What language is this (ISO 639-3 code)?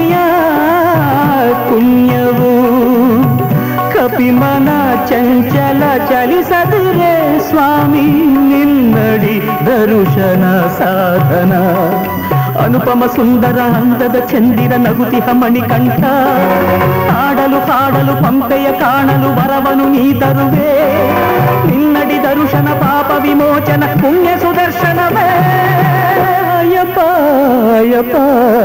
kan